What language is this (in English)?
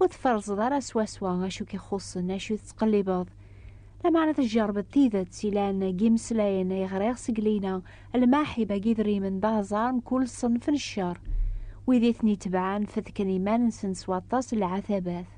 Kabyle